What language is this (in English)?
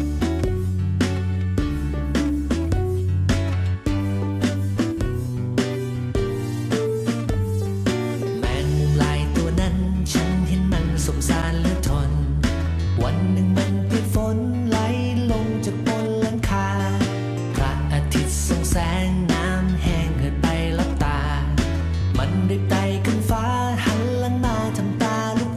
Thai